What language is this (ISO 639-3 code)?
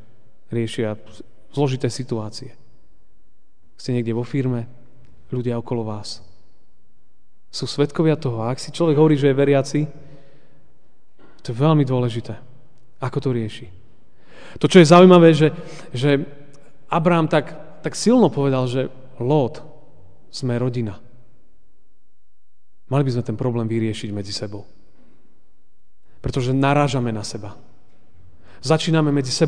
slk